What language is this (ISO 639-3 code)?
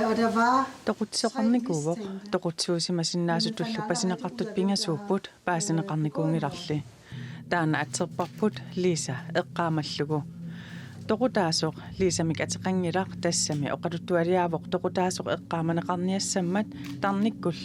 kal